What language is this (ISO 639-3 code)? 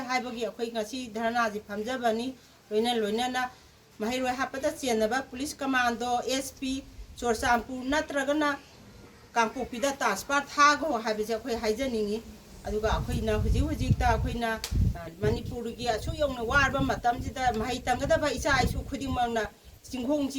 mni